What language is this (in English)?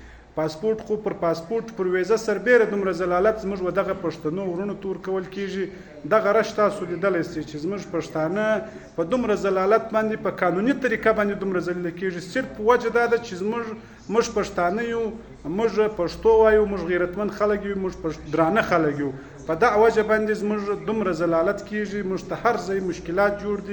Pashto